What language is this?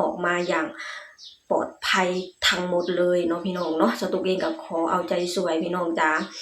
Lao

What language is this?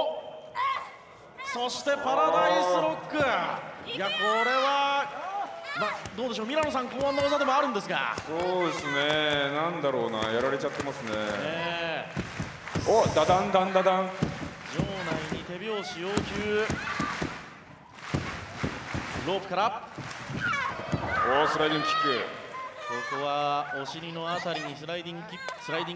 Japanese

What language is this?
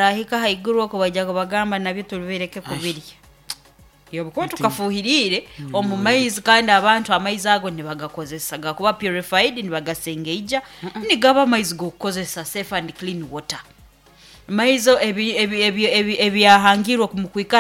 Nyoro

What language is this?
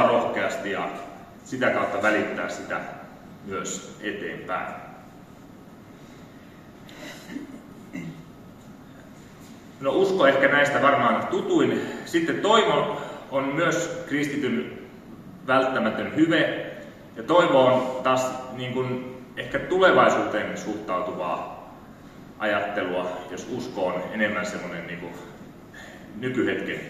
Finnish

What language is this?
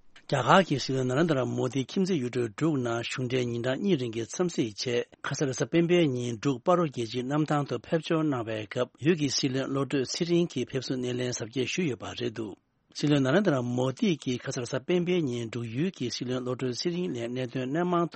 Tibetan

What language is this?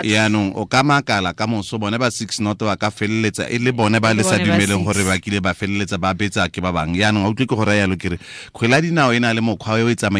Tswana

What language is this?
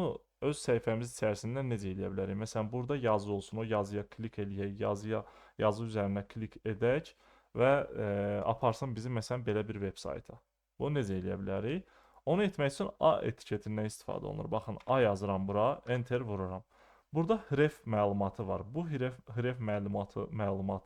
Azerbaijani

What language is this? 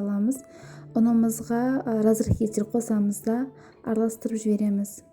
Kazakh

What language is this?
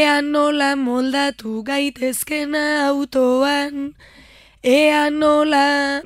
Basque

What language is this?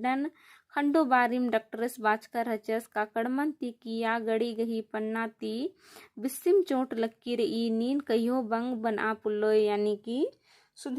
Kurukh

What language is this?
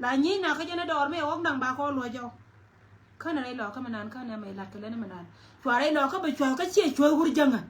Nuer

